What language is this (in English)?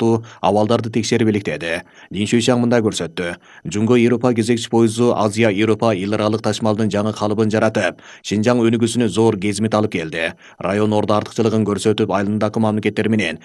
Kyrgyz